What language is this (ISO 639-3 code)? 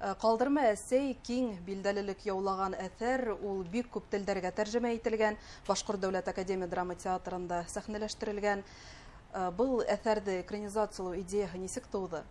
bak